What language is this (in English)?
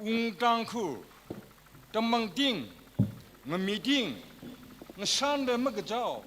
Tangkhul Naga (India)